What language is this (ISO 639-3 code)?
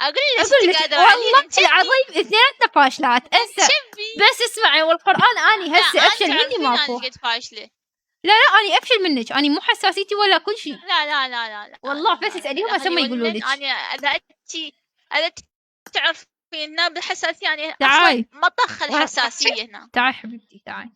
acm